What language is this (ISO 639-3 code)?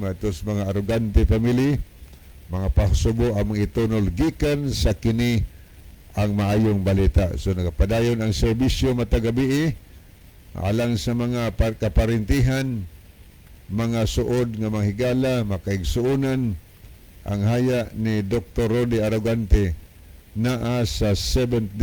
ceb